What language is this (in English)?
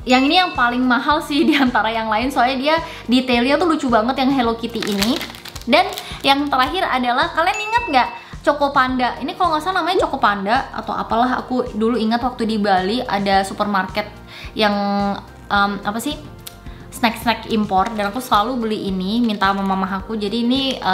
Indonesian